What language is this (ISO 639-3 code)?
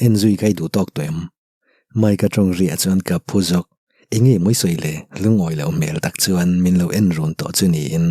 lus